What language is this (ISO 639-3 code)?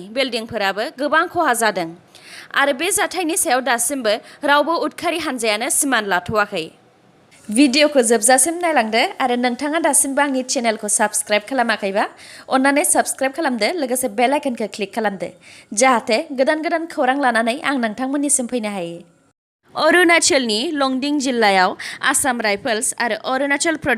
brx